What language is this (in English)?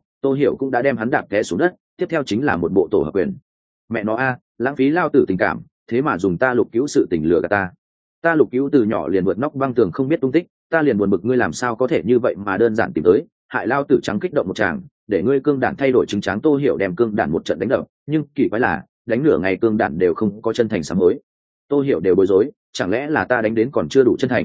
Vietnamese